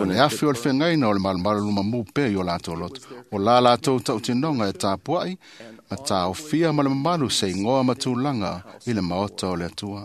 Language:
Samoan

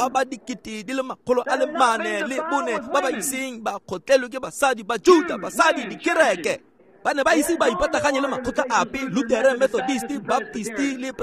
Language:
Tswana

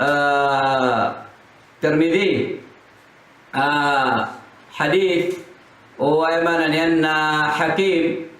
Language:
Maranao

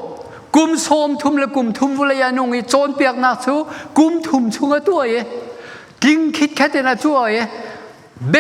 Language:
Hakha Chin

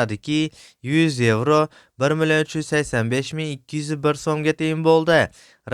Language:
Uzbek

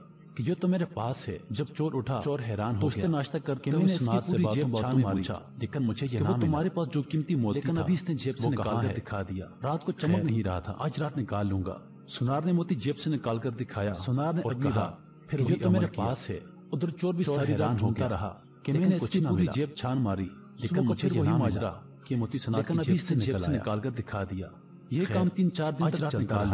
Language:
Urdu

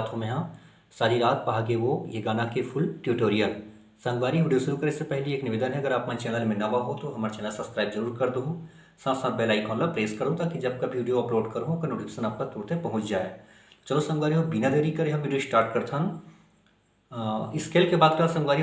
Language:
Chhattisgarhi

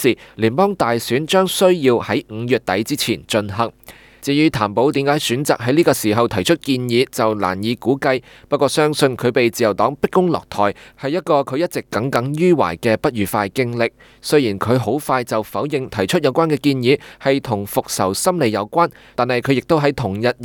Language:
Cantonese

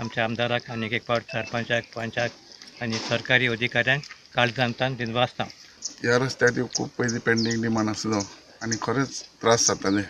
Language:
Konkani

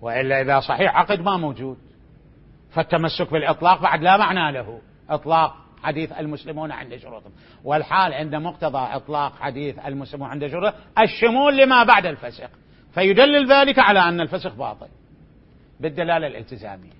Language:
Mesopotamian Arabic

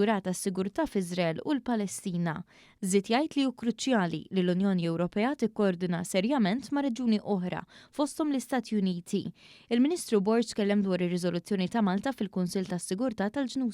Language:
Maltese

